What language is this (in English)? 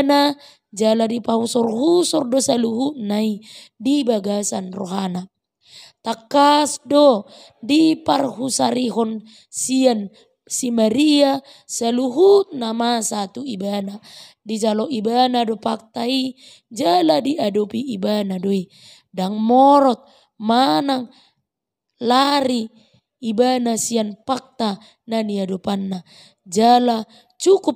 Batak Toba